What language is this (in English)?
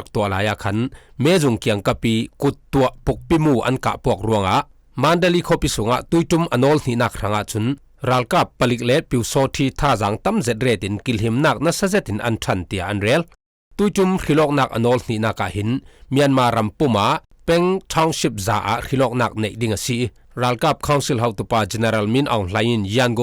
Falam Chin